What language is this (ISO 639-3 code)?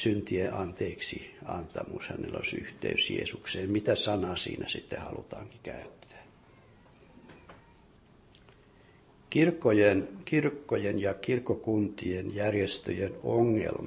fin